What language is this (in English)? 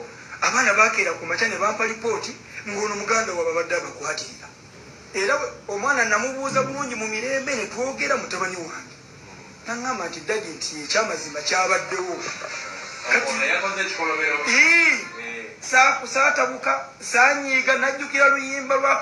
Ganda